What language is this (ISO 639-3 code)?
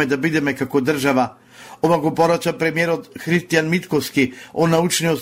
mkd